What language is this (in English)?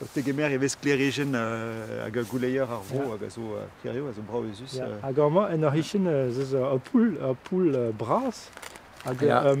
Breton